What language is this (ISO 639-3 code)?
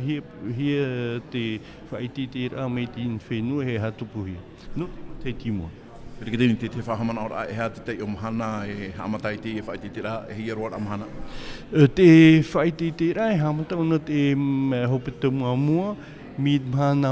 tah